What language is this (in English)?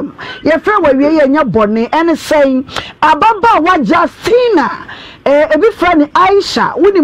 Akan